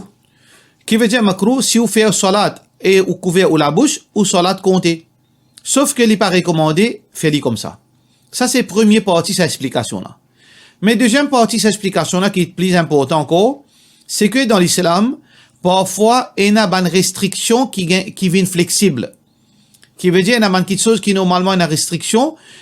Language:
Morisyen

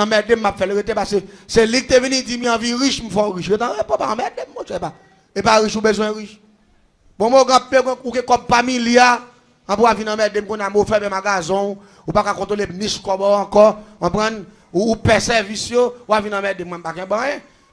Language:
Haitian Creole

